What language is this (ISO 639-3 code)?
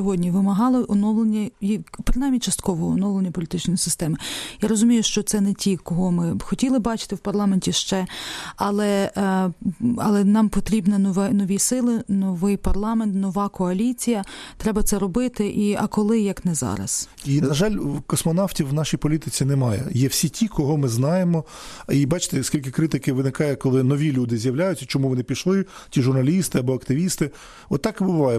ukr